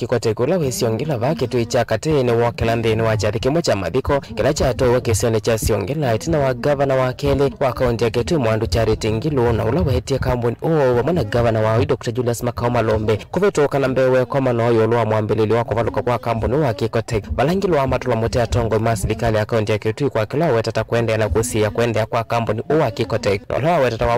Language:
Kamba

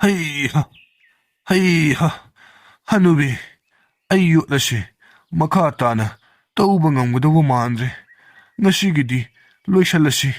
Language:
Manipuri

